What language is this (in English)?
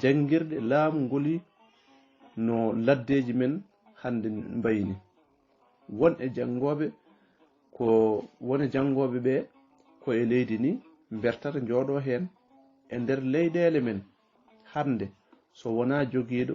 Fula